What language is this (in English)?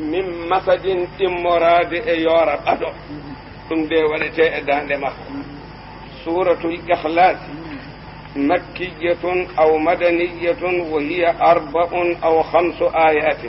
Fula